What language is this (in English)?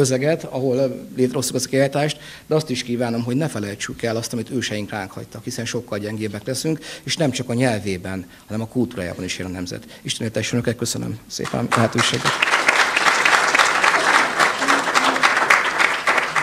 Hungarian